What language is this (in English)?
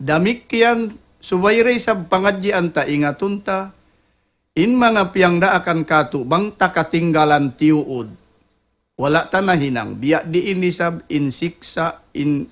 Tausug